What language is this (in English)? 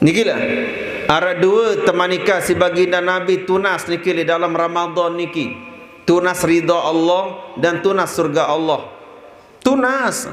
Sasak